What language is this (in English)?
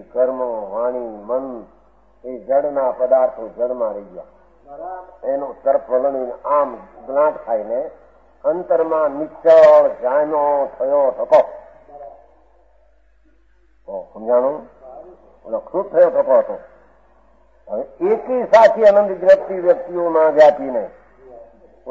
Gujarati